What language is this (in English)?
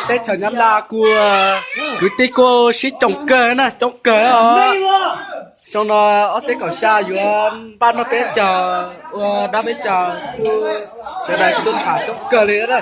Hmong